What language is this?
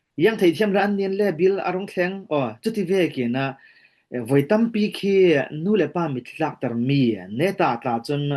Falam Chin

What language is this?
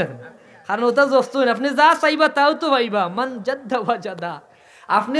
Sylheti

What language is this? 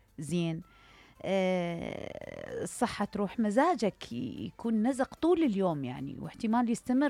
Mesopotamian Arabic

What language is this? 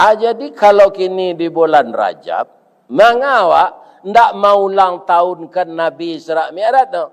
Minangkabau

